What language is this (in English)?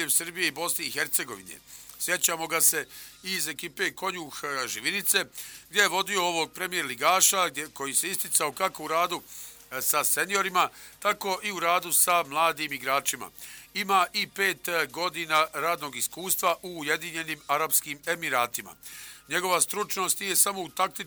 Bosnian